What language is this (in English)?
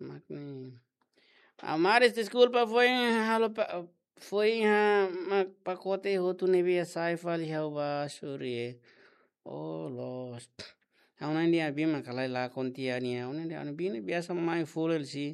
Tetum